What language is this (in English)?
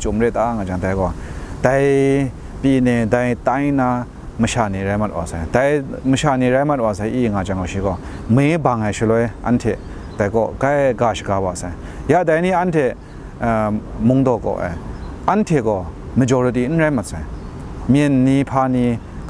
Kachin